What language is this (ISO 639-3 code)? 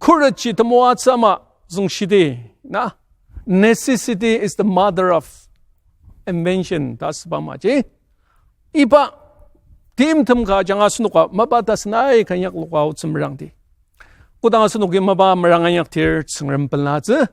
njo